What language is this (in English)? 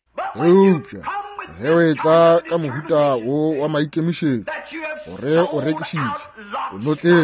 Northern Sotho